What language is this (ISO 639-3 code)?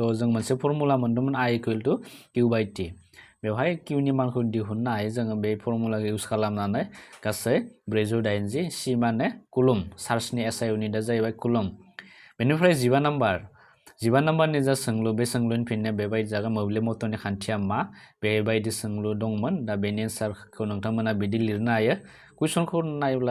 brx